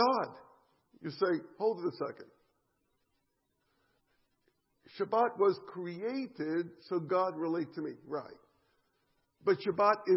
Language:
English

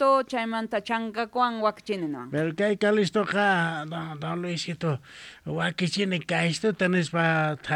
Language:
Quechua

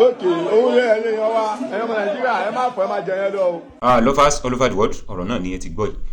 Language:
Yoruba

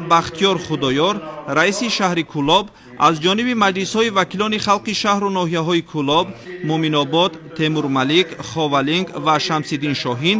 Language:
Tajik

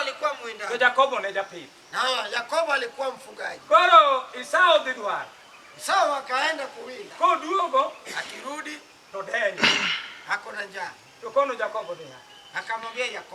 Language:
Luo (Kenya and Tanzania)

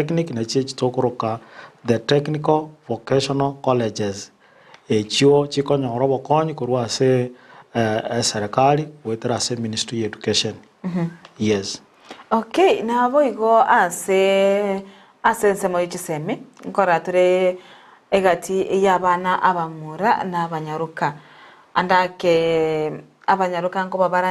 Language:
Gusii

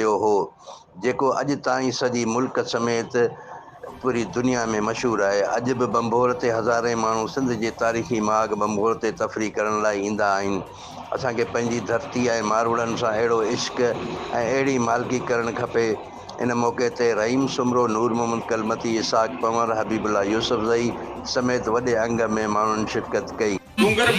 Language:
Sindhi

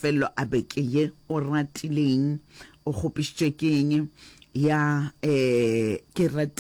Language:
Northern Sotho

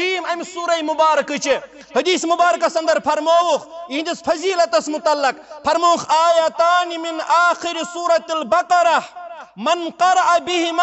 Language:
Kashmiri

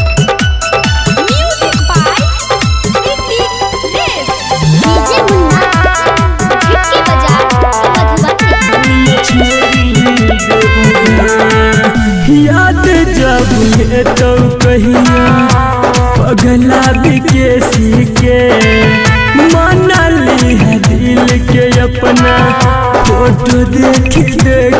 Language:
Bhojpuri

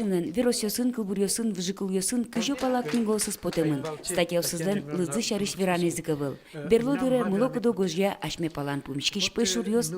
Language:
Udmurt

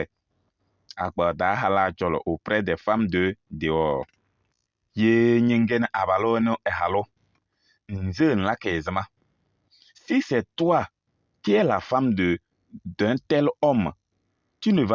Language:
Kabiyè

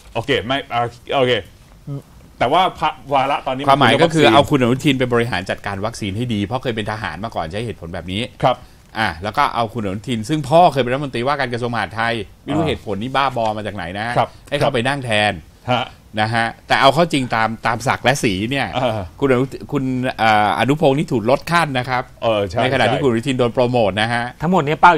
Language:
Thai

